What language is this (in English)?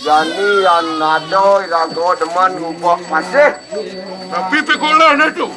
Balinese